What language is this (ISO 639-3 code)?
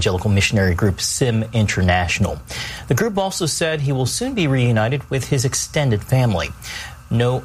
eng